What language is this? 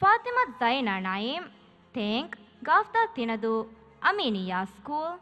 Divehi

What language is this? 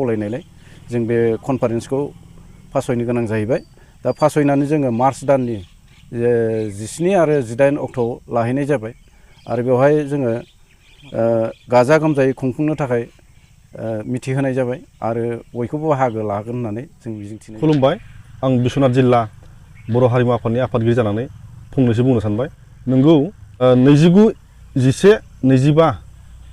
Bodo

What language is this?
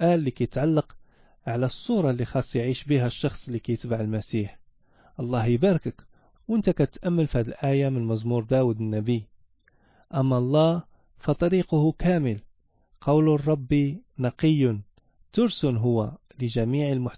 Moroccan Arabic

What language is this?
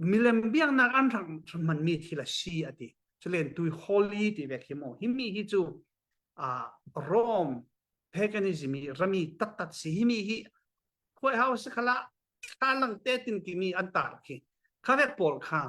Falam Chin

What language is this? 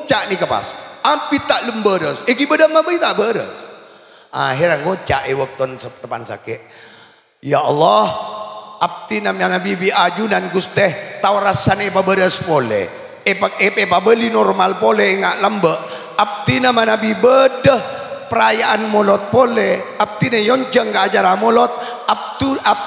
Madurese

